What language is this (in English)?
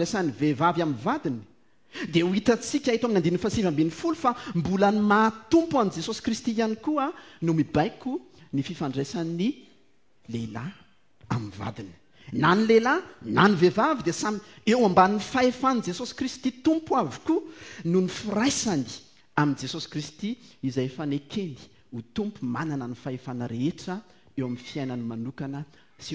Malagasy